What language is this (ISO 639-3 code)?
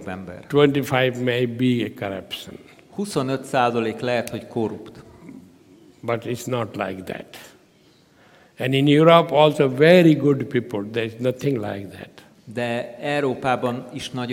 hun